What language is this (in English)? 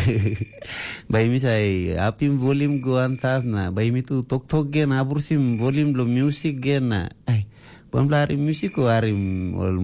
Tok Pisin